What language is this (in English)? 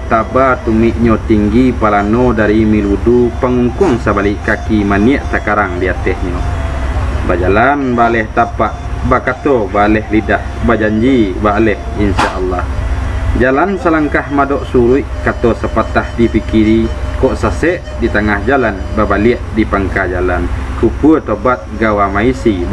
Minangkabau